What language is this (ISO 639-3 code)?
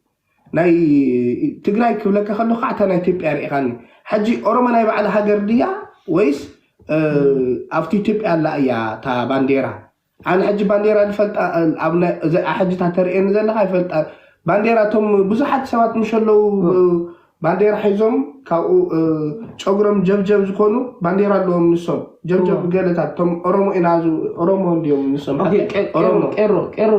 tir